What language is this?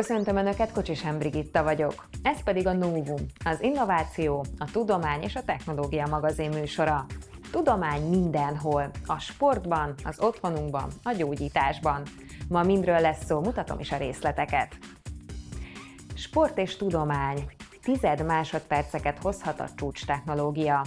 Hungarian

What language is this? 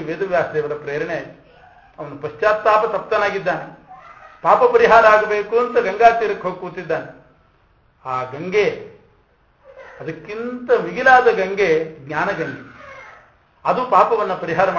Kannada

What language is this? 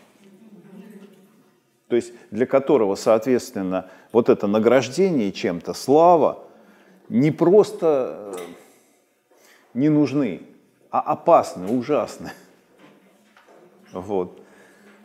Russian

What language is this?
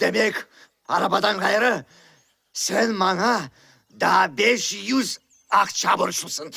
Crimean Tatar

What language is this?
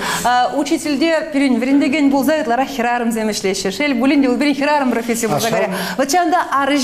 Chuvash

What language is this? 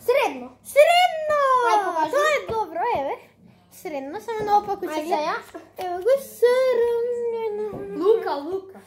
Macedonian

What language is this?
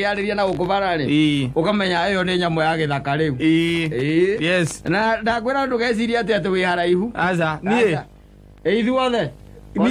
Kikuyu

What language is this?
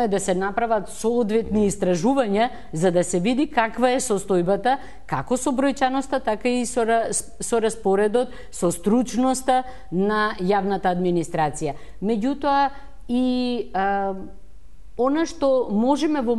Macedonian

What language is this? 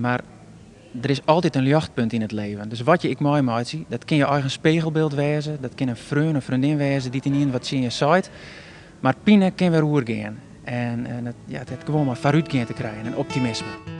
Western Frisian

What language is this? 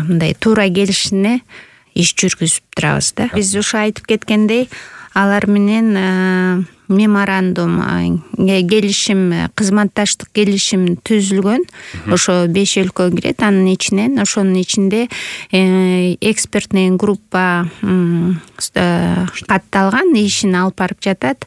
Kyrgyz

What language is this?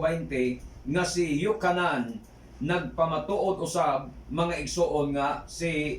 Cebuano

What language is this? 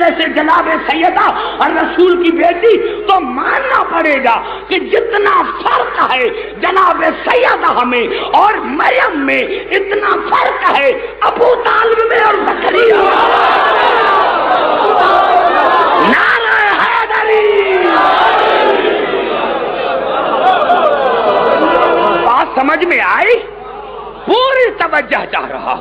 Urdu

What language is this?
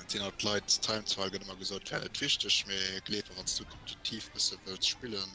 Luxembourgish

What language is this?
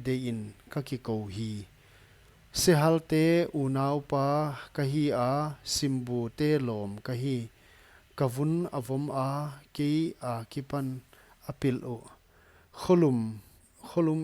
Paite Chin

